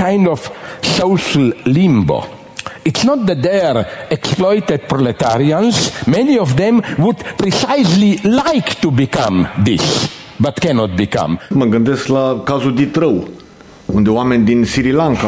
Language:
Romanian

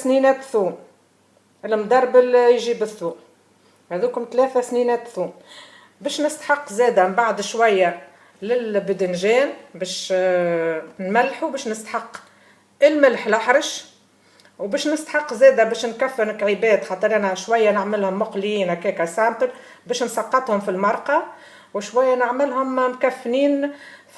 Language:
Tunisian Arabic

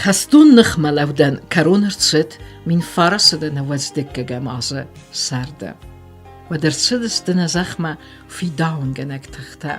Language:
Ossetic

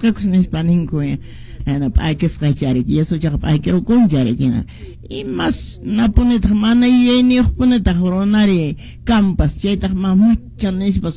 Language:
Quechua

